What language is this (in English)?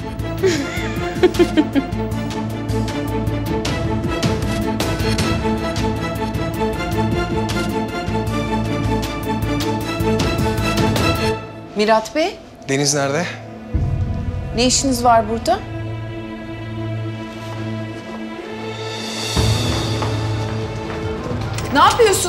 Turkish